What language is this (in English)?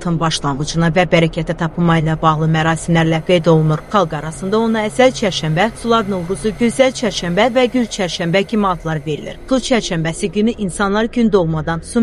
Azerbaijani